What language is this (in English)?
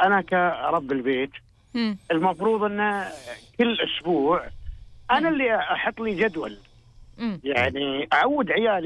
Gulf Arabic